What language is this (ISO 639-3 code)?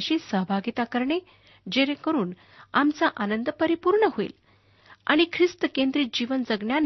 mar